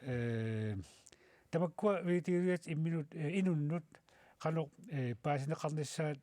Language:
Kalaallisut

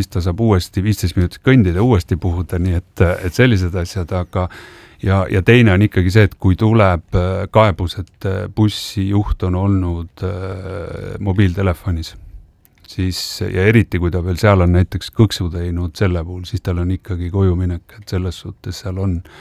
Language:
Estonian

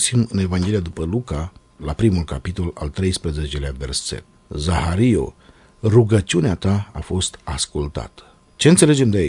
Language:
Romanian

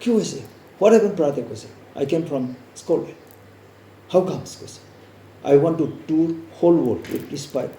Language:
Naga Pidgin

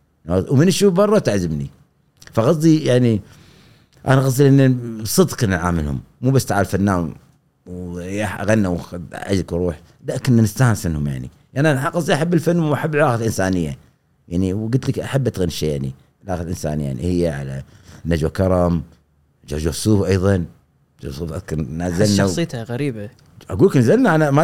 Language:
Gulf Arabic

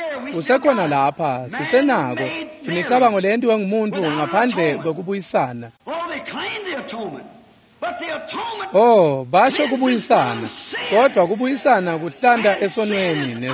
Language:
Swati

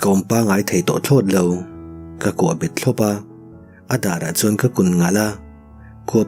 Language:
Mizo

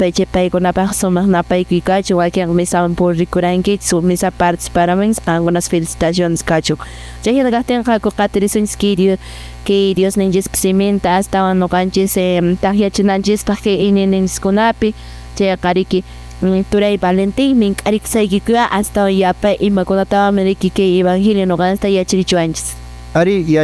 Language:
Quechua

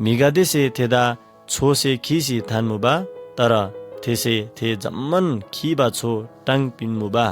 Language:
Eastern Tamang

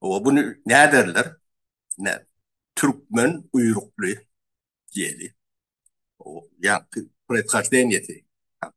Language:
Turkmen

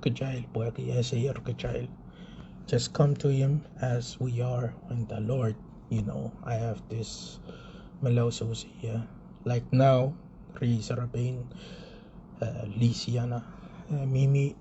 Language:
Pohnpeian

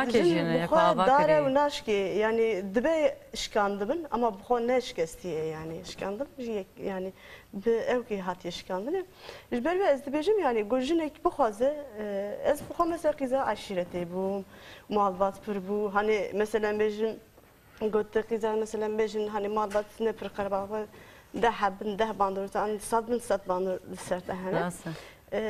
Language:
Kurdish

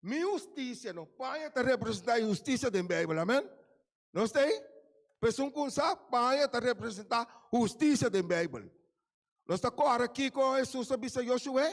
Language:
Papiamento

